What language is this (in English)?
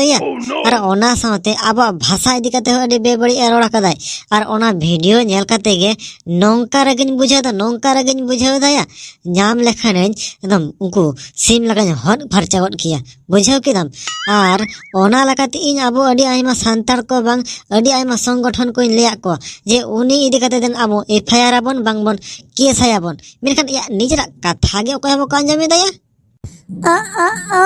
Santali